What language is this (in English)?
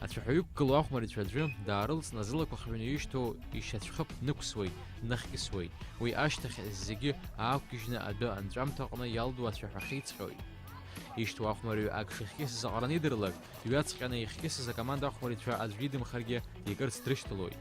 Abkhazian